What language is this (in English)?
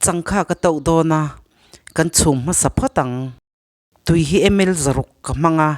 Mizo